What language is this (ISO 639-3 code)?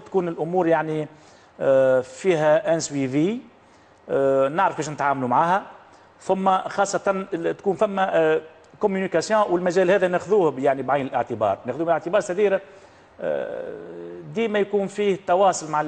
aeb